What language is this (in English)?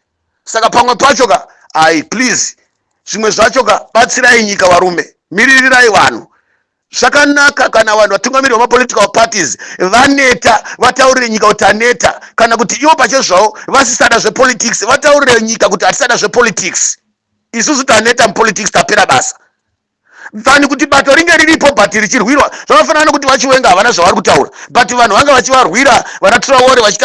Shona